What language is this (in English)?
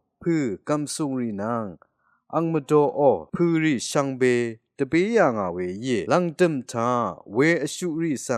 Rawang